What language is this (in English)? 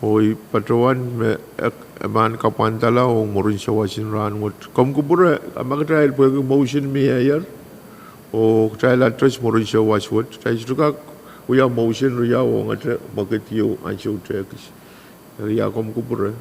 Pohnpeian